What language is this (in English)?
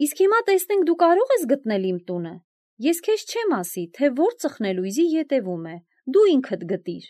Armenian